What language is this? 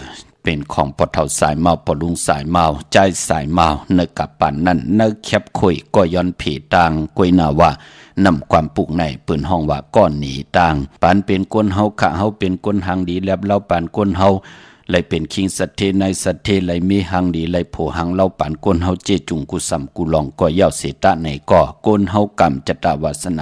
Shan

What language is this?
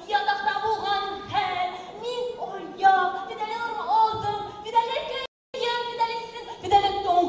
Bashkir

